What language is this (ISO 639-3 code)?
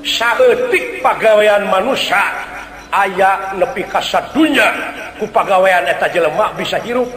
sun